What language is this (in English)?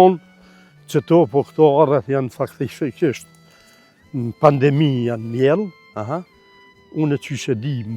Albanian